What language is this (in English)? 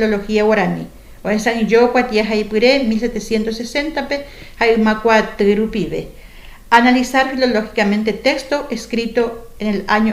Guarani